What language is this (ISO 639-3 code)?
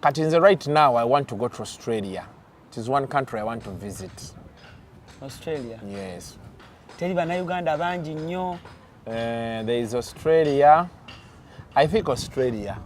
lug